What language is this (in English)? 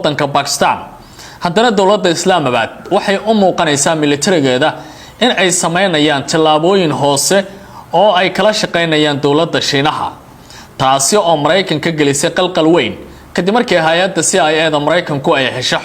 Somali